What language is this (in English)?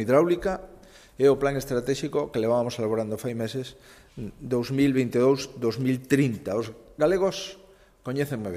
Galician